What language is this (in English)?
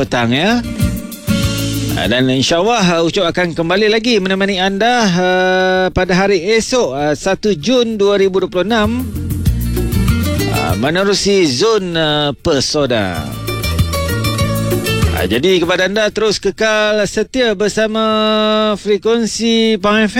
Malay